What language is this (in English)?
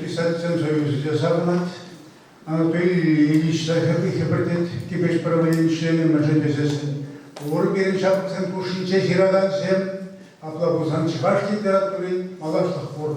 Chuvash